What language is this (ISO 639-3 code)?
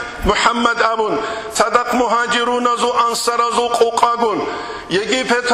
ava